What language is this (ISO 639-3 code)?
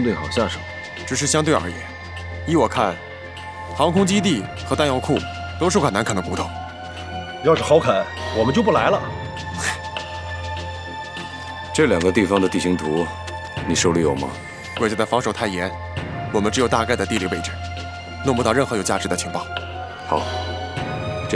zho